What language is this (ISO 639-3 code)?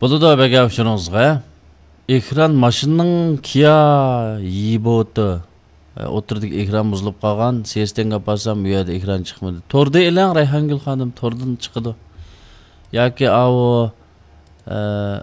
uig